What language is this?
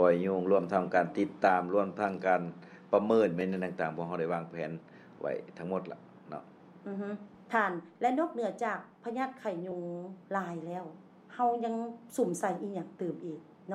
Lao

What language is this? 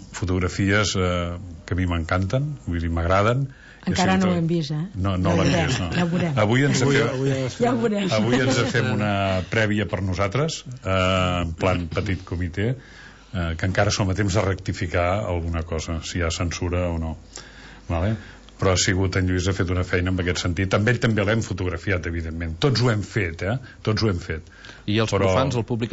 Catalan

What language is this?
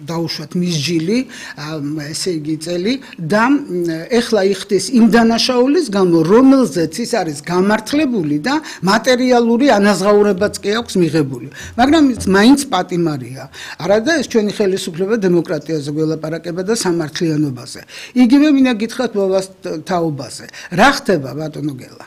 Georgian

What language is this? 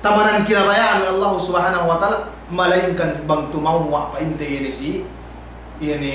Yakan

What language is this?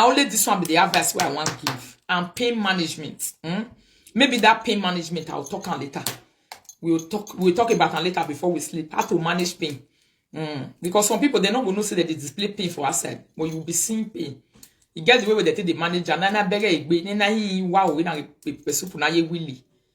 Nigerian Pidgin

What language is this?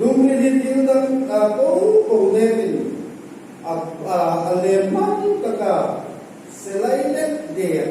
Hmar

